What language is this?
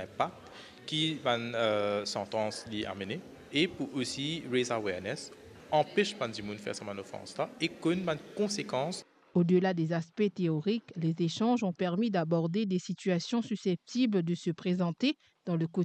Morisyen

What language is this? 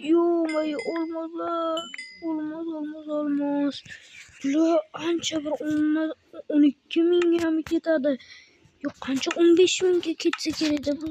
Uzbek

